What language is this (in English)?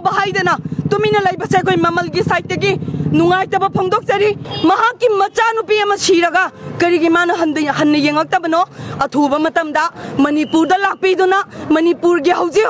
Manipuri